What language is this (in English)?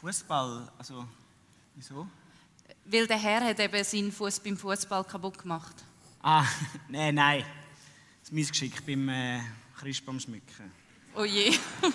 Swiss German